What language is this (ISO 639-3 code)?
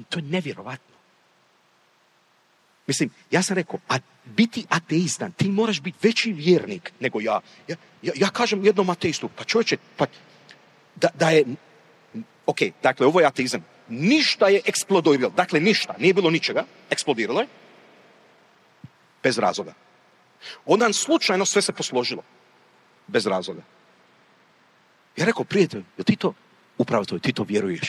hrv